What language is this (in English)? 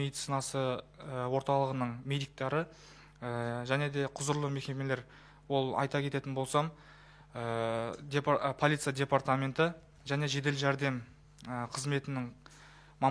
Kazakh